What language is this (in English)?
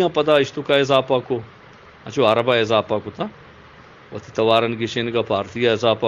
Eastern Balochi